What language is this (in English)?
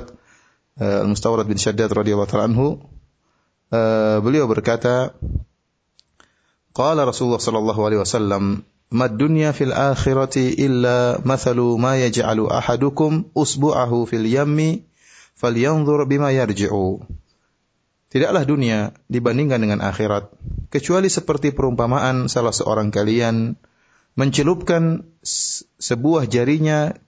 Indonesian